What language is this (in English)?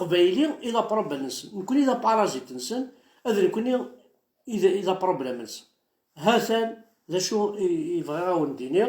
Kabyle